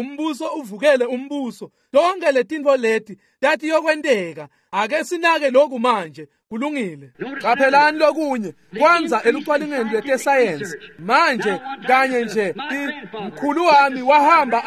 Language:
Swati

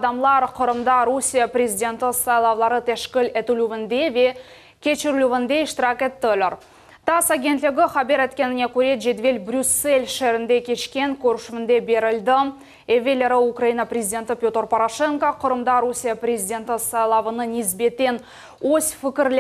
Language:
Crimean Tatar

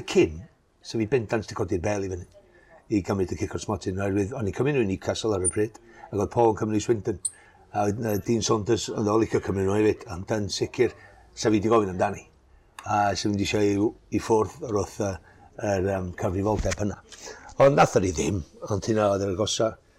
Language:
Welsh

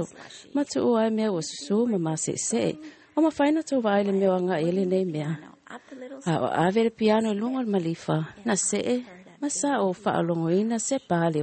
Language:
Samoan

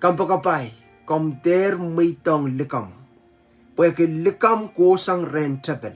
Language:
Pohnpeian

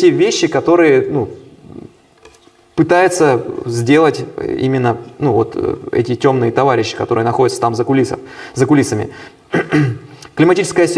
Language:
Russian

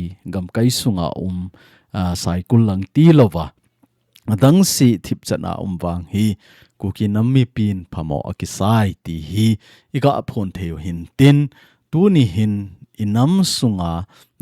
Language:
Thado Chin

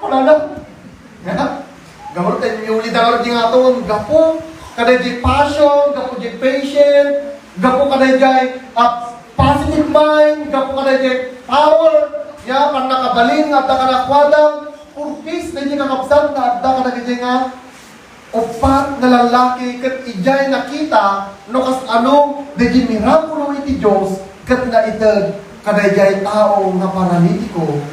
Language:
Iloko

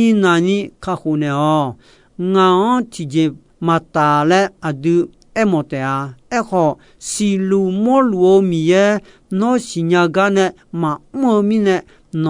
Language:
Akha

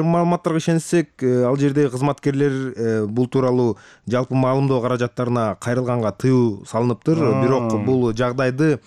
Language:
Kyrgyz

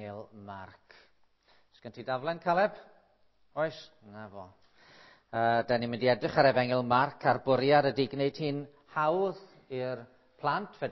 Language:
Welsh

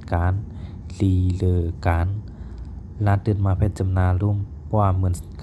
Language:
Shan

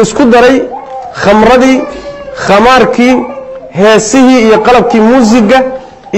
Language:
Somali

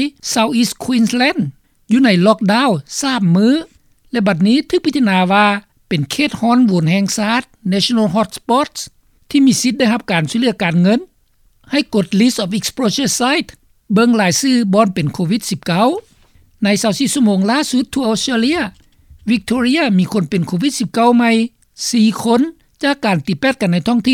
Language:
Lao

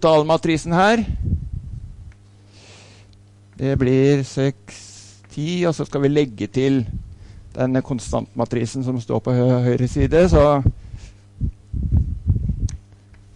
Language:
Norwegian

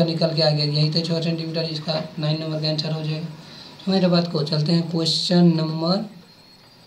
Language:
Hindi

